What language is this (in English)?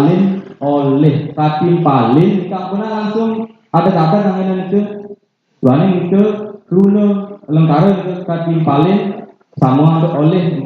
Balinese